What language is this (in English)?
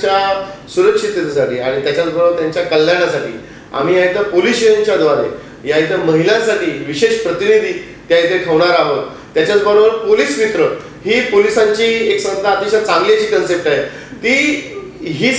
Marathi